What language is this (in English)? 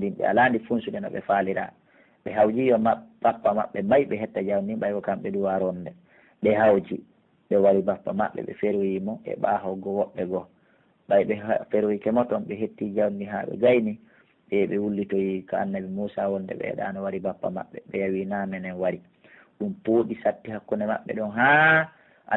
Pular